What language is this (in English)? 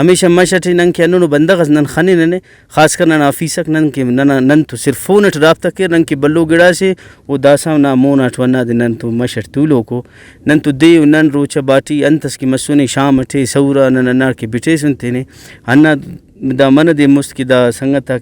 Brahui